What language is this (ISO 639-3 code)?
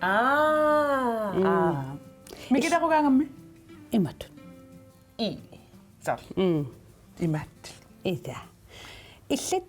kal